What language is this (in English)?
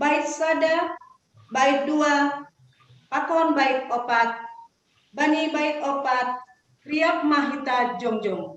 Batak Simalungun